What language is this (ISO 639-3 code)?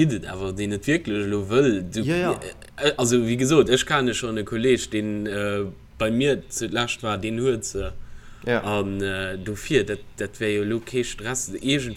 ltz